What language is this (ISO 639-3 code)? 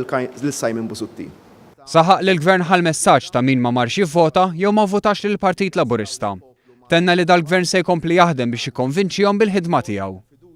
mlt